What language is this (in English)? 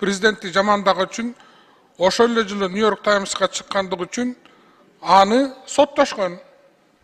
Kyrgyz